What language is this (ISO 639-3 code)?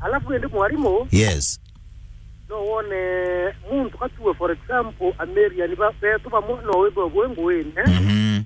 mer